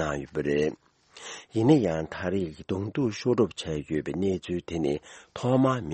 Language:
Tibetan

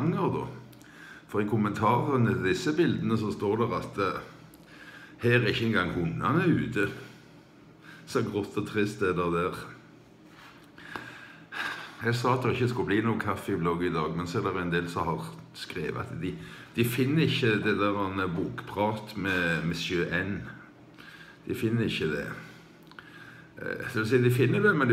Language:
Norwegian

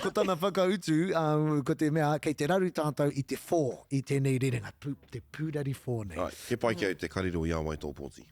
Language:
Māori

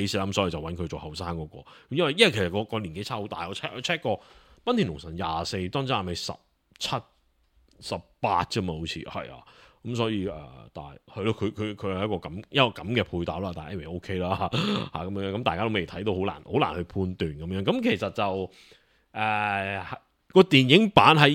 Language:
Cantonese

